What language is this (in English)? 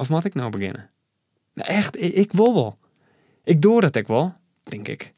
Western Frisian